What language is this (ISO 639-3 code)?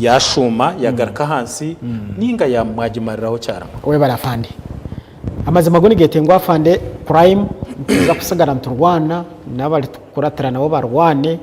nyn